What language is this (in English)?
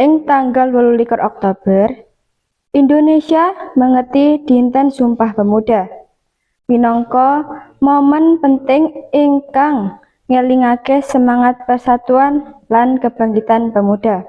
Javanese